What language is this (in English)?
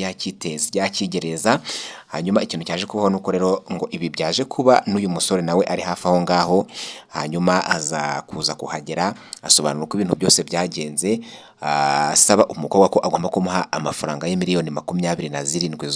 Kinyarwanda